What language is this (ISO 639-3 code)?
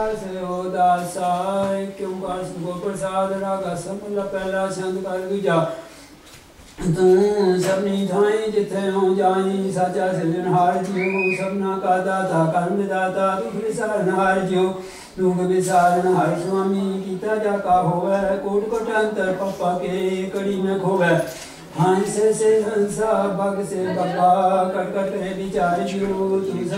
pan